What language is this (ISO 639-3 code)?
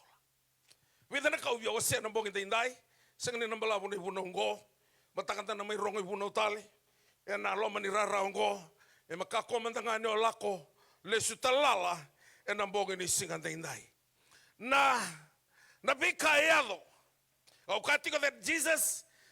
fij